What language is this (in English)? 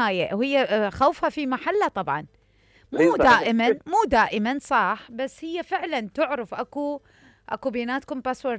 Mesopotamian Arabic